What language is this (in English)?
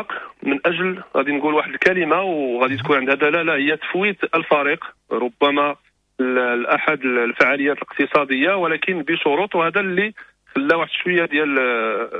Moroccan Arabic